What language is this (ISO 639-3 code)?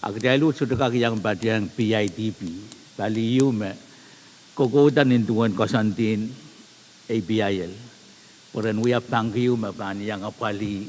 pon